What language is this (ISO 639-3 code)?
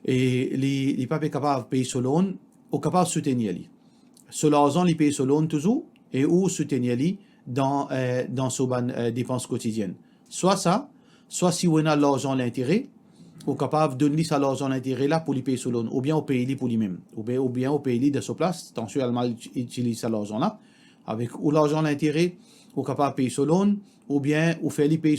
mfe